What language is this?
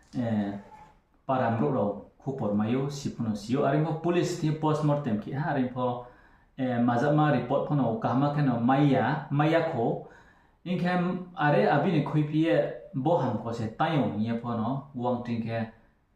Riang (India)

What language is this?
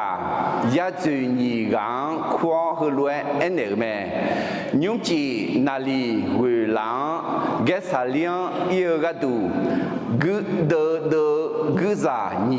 Akha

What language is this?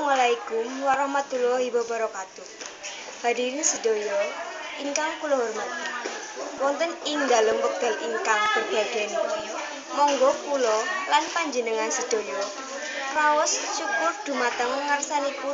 Javanese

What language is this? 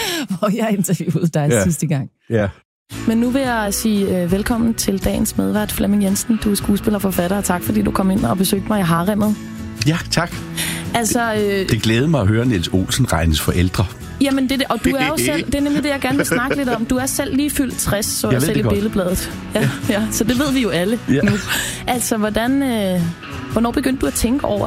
Danish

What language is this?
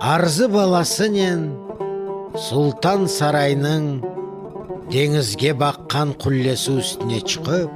Crimean Tatar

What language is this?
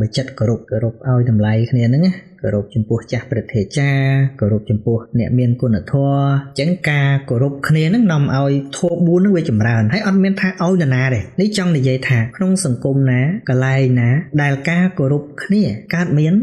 Khmer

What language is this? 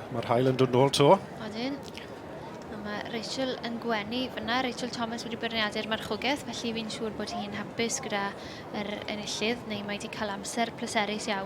Welsh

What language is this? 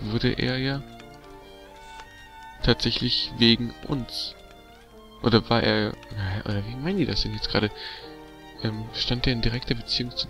German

